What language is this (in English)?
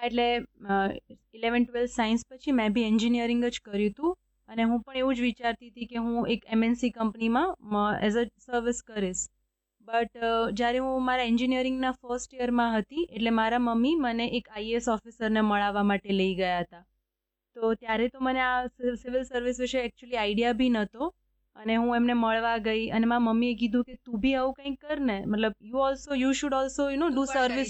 Gujarati